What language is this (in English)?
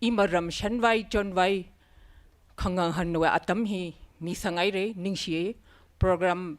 Tangkhul Naga (India)